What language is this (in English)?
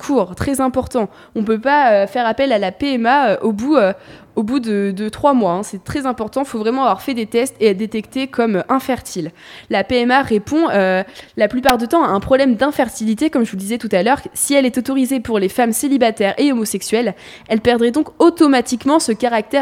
French